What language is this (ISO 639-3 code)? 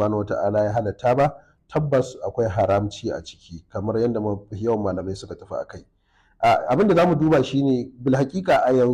hau